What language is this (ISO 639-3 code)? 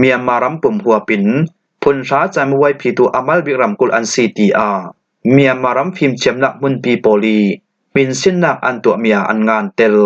cfm